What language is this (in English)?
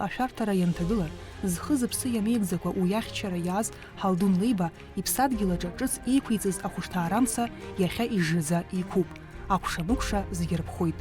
Abkhazian